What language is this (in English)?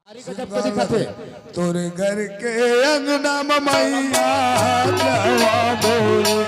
Chhattisgarhi